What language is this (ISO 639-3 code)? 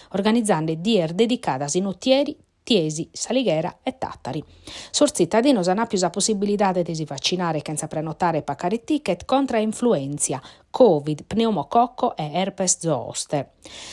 srd